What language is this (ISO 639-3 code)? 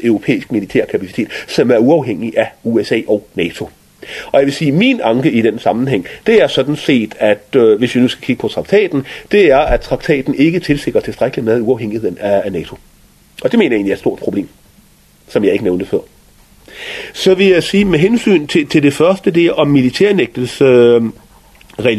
dan